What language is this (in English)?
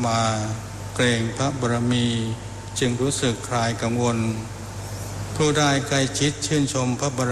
Thai